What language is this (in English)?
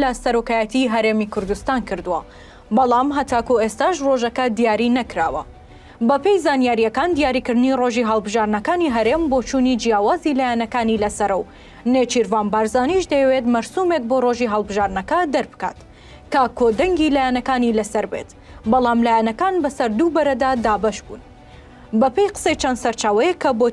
Central Kurdish